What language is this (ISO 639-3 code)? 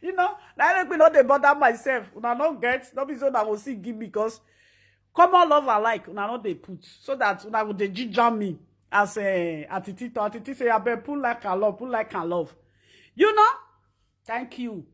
pcm